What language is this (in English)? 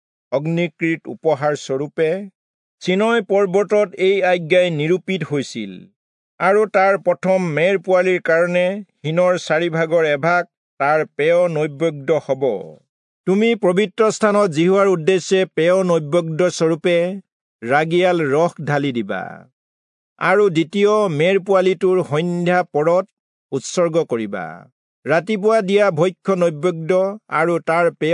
Assamese